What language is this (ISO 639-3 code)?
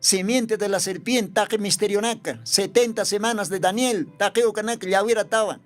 aym